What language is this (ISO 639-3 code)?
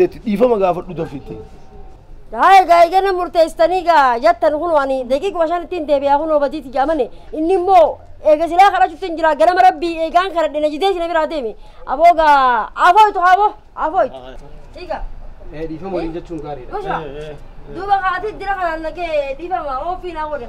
orm